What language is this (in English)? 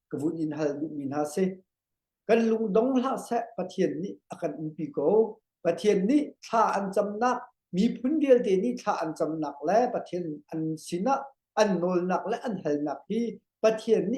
Hakha Chin